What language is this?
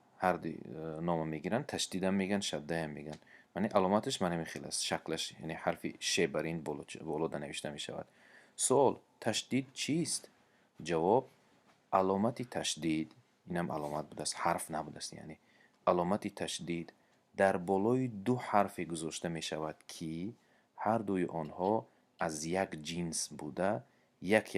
Tajik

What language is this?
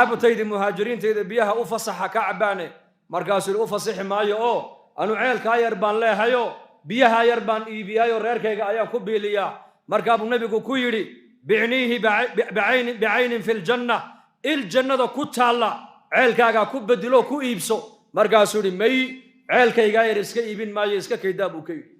Somali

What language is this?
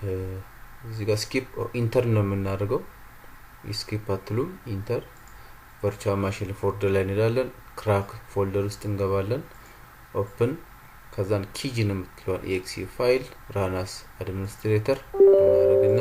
Amharic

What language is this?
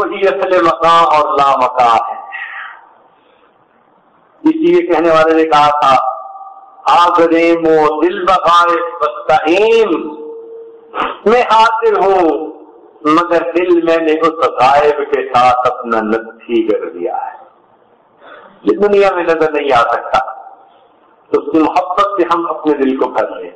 Urdu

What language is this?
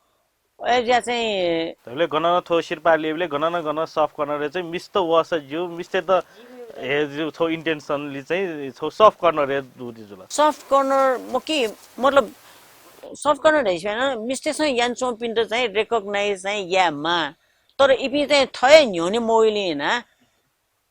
Newari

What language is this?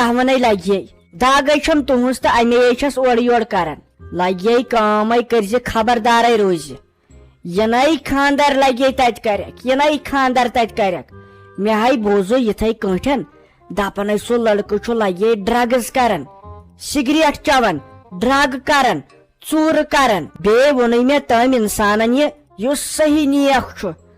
Kashmiri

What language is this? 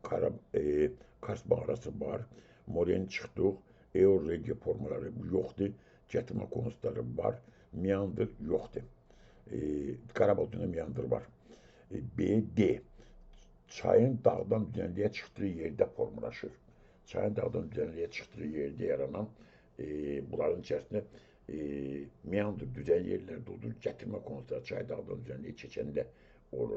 Azerbaijani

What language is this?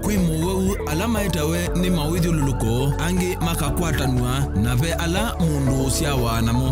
Kamba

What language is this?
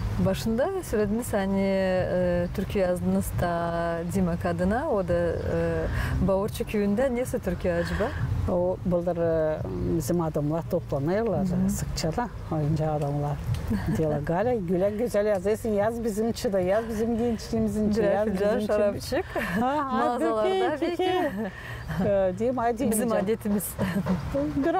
Gagauz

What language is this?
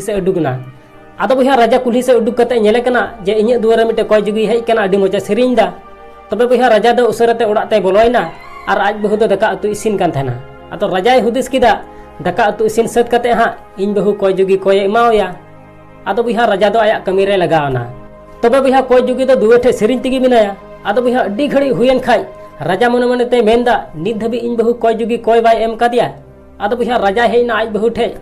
Santali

